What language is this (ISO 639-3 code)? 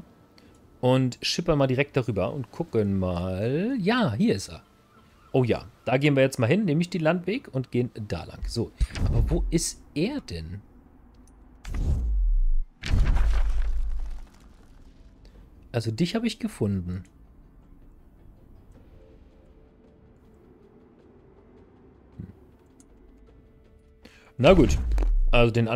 deu